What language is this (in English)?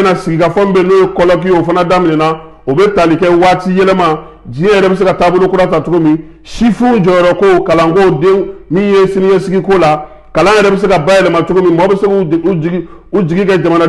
Bambara